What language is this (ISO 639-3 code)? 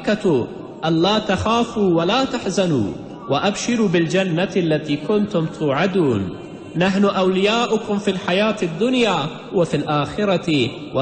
pus